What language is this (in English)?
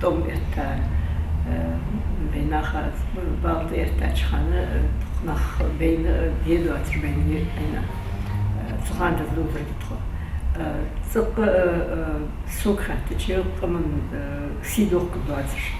Ingush